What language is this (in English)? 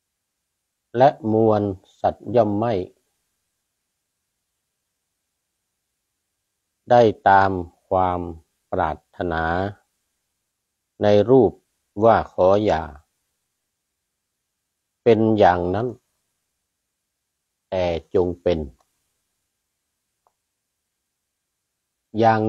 Thai